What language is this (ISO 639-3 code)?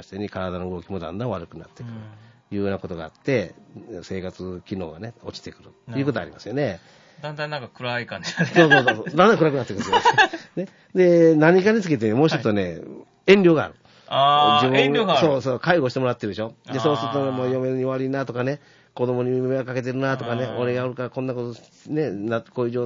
jpn